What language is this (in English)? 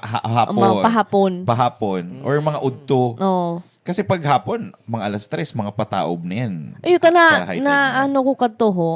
Bikol